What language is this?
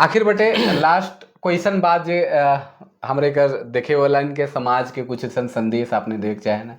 Sadri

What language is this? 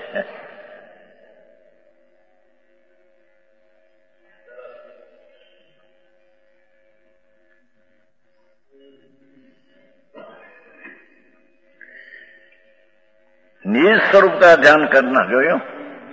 Gujarati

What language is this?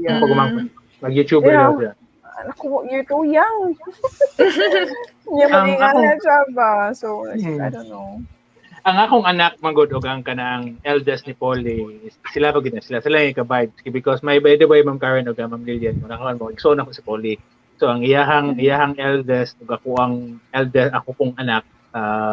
Cebuano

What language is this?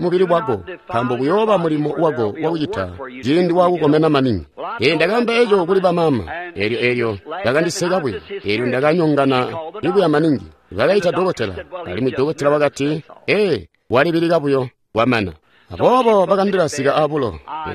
Tonga (Zambia)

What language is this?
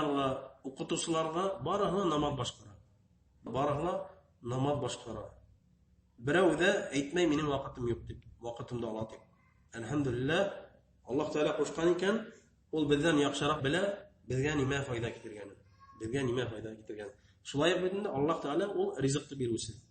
Bashkir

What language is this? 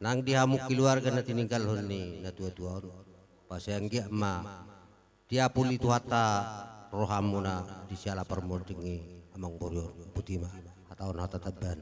Batak Karo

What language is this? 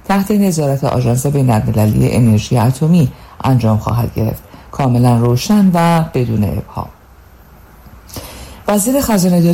Persian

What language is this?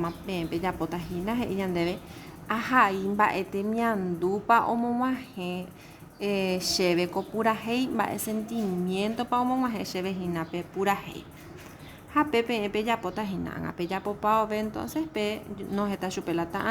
Guarani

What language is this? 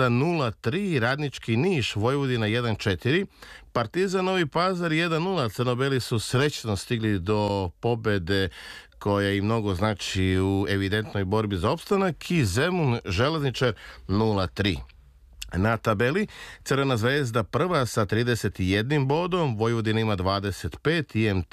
Serbian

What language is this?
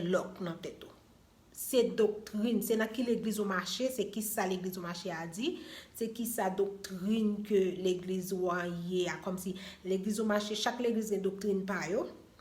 Haitian Creole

